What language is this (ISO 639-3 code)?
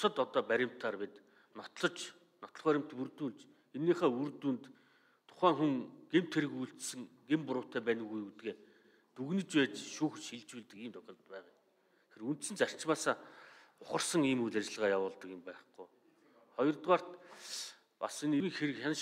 mon